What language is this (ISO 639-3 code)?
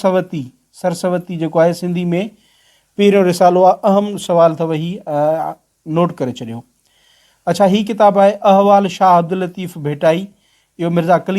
snd